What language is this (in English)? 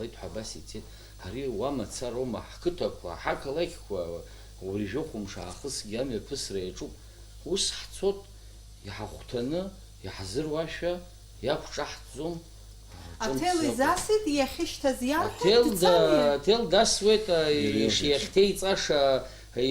Abkhazian